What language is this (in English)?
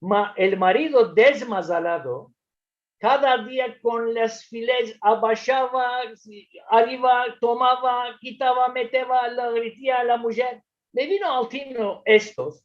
Ladino